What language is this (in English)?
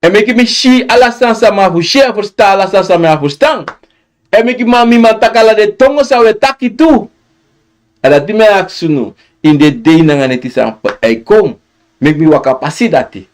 Sranan Tongo